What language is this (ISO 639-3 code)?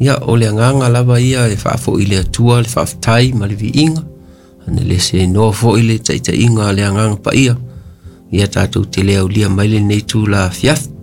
smo